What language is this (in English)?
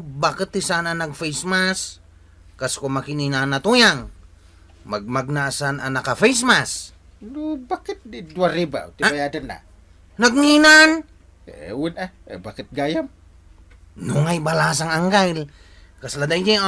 Iloko